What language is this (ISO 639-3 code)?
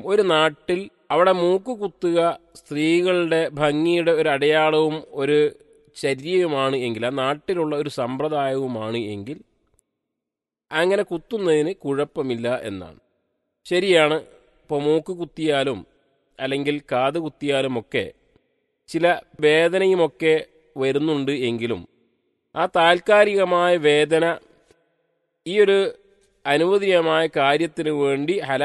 mal